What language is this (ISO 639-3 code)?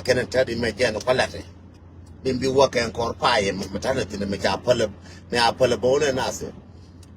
nus